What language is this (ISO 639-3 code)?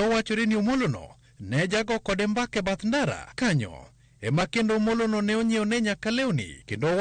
luo